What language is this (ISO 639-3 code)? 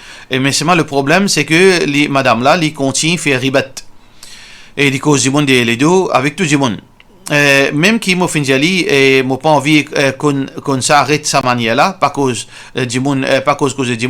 mfe